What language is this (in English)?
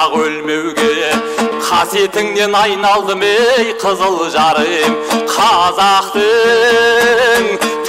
Kazakh